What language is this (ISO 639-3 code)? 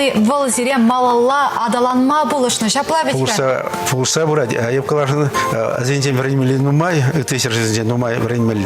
chv